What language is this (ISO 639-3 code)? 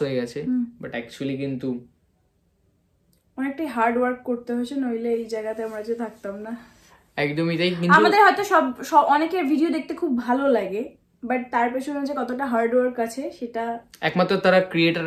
ben